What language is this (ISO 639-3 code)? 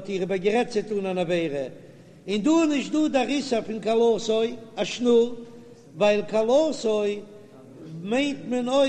yid